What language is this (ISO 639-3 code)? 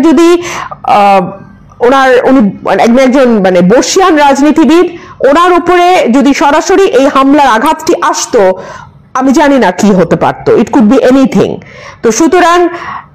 ben